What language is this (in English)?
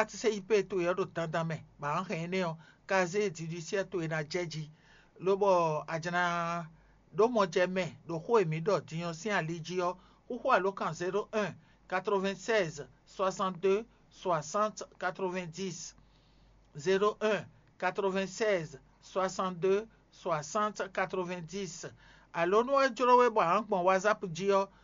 Fon